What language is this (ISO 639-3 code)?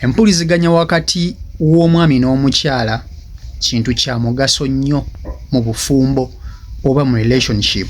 lug